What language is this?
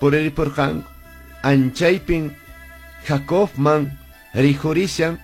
Quechua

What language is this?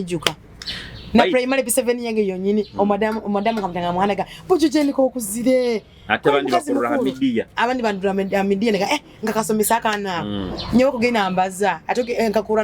Nyoro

